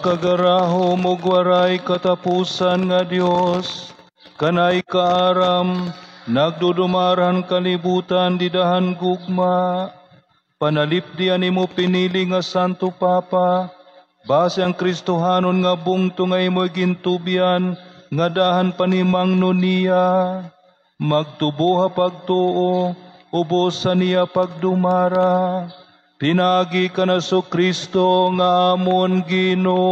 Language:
Waray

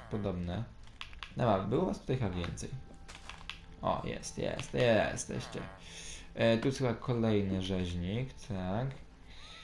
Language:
Polish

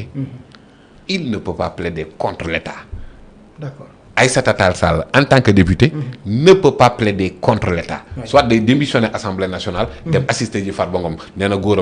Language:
Wolof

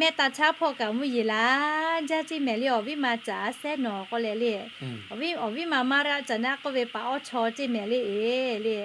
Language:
Lahu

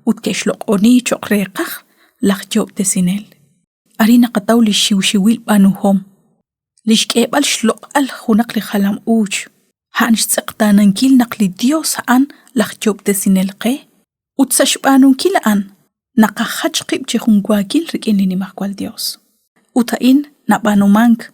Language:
Kekchí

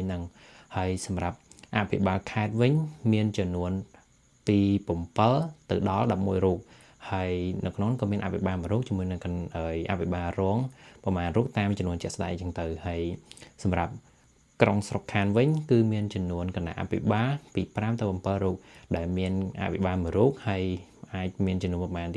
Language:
Khmer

